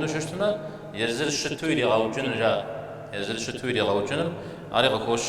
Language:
Kabardian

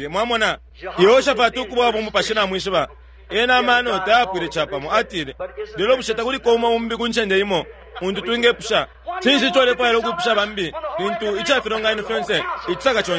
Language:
Bemba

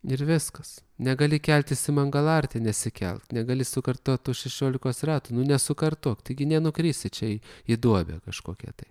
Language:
Lithuanian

